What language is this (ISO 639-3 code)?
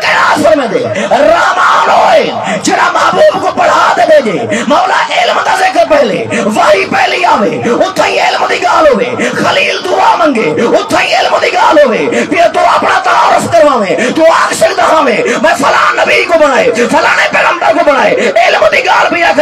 skr